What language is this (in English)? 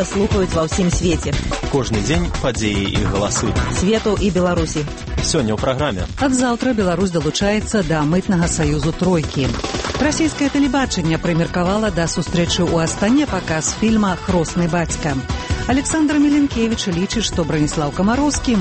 Belarusian